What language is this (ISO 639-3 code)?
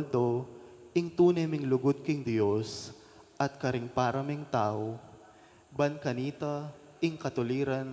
pam